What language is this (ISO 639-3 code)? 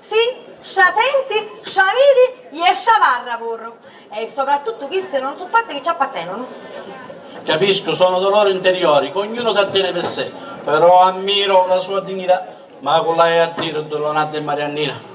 scn